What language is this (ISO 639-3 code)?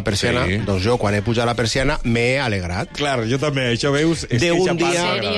cat